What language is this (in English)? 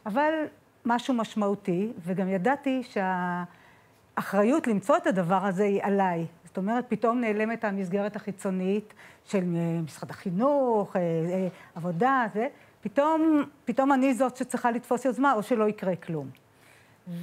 Hebrew